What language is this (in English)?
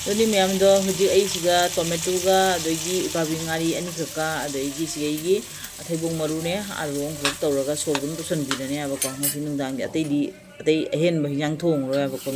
Manipuri